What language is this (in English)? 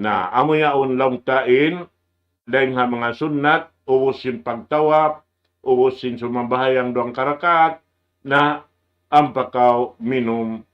Tausug